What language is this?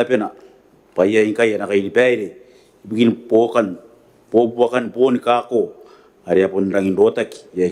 Gilbertese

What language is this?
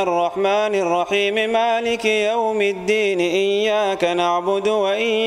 Arabic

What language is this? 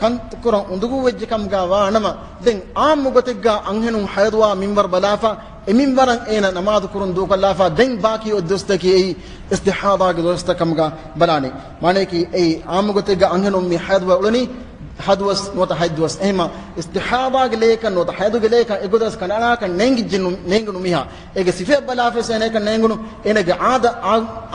Divehi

